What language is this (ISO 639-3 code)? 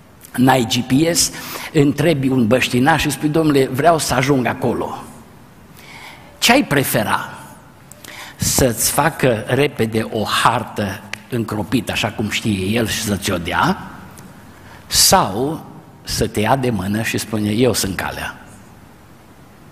ron